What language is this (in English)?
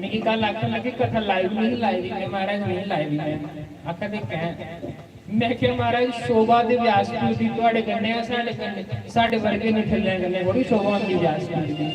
Dogri